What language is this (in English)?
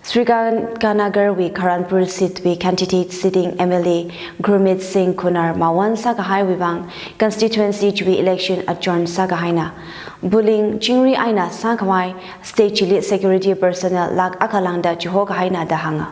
Tangkhul Naga (India)